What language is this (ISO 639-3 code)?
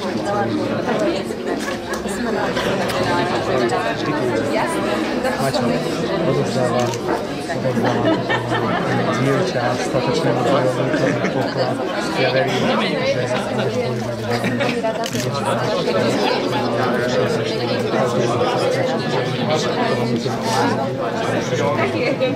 slk